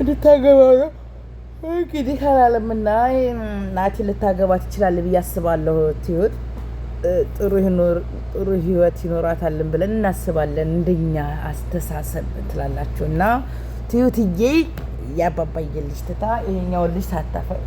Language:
Amharic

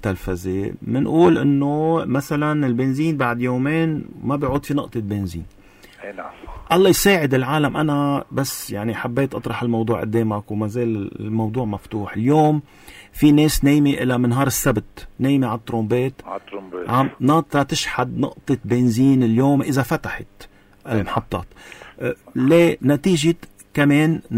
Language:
North Levantine Arabic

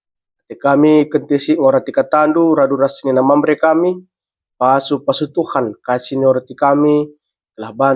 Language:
Batak Karo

